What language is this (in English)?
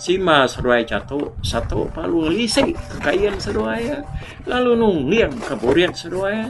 Iban